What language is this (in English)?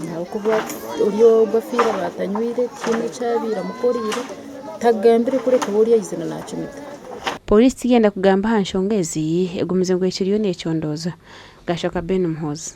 Nyankole